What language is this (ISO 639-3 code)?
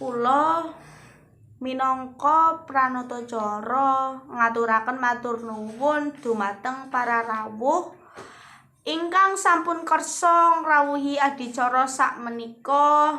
jav